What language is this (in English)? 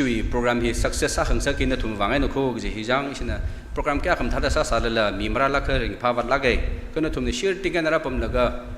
Tangkhul Naga (India)